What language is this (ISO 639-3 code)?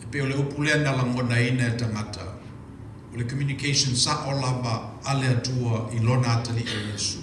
smo